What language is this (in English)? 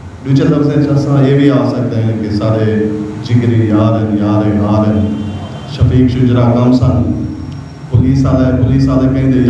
Saraiki